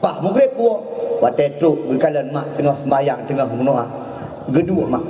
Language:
Achinese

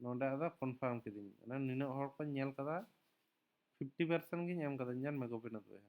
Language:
Santali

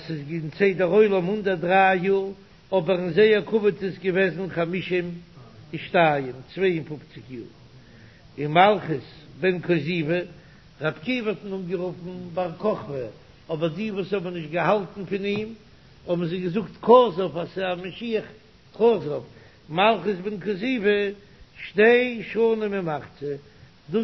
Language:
Yiddish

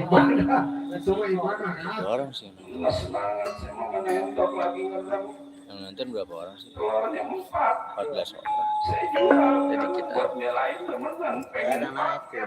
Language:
Betawi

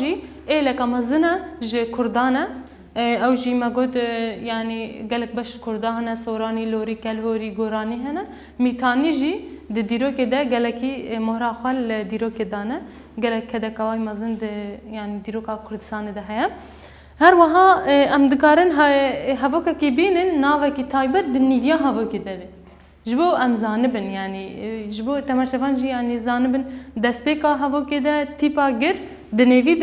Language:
Kurdish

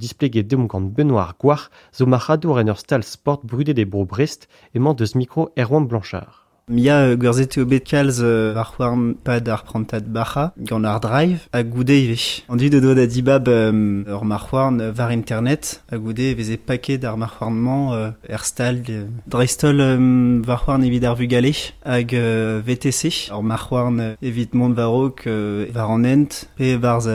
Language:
Breton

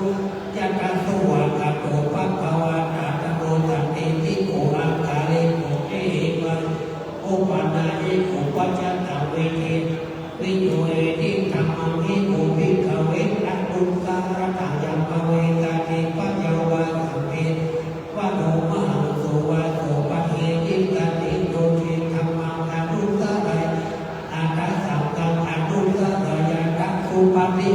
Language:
Pali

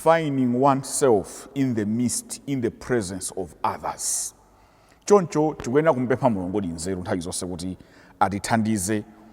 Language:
Nyanja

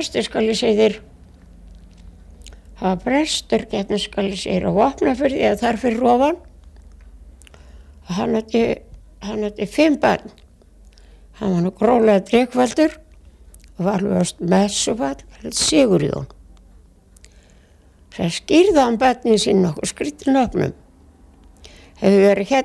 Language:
Icelandic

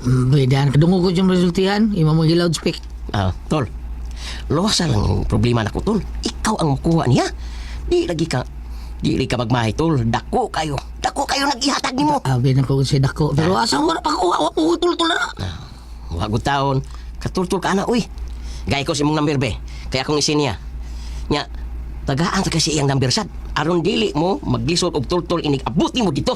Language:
Cebuano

